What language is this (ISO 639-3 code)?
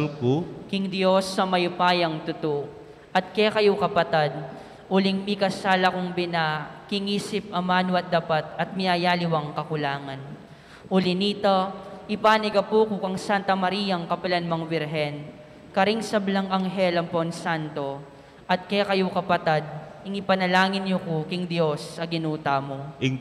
pam